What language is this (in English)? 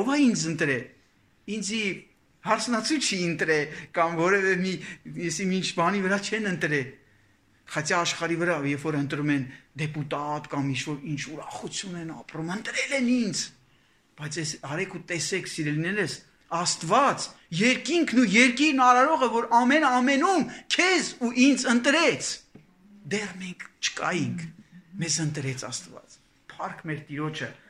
Armenian